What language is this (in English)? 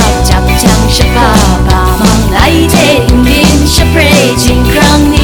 Kachin